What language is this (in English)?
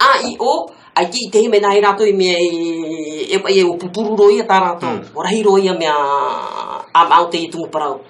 Tahitian